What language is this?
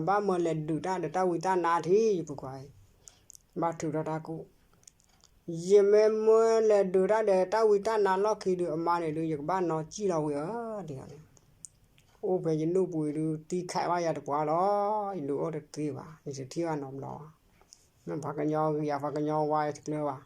S'gaw Karen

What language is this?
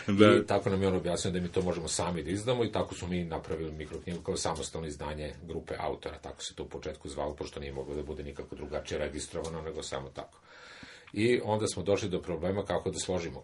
Serbian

